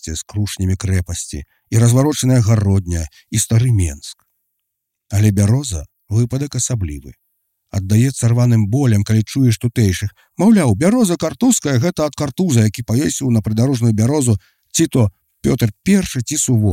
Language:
Belarusian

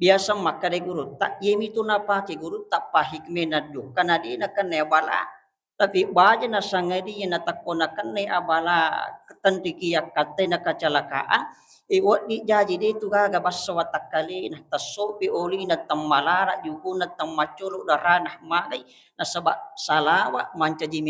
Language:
Buginese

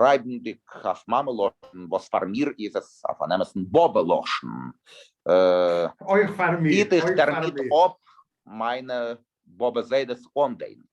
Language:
Yiddish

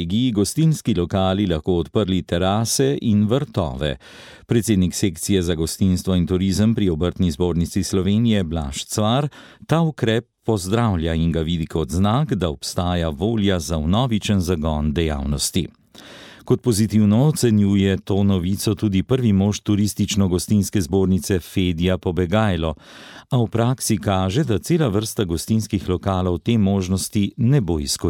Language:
Slovenian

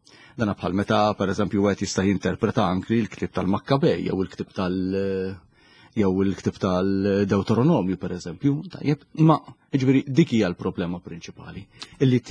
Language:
Maltese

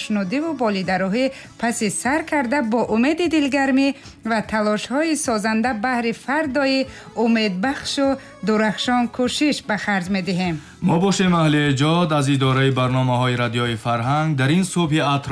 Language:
Tajik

